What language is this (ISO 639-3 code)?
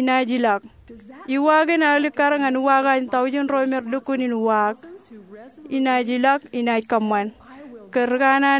mah